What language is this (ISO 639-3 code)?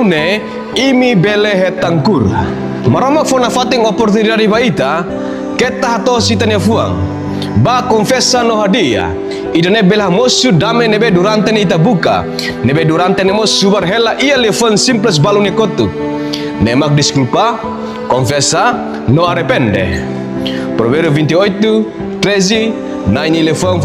tet